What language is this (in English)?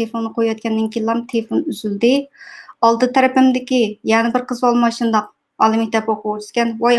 Uyghur